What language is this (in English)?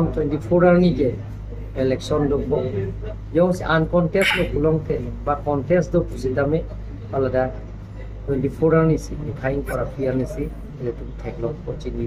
Karbi